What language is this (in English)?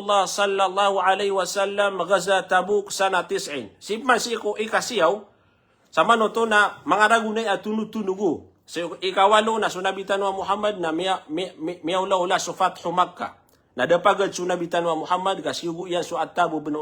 Maranao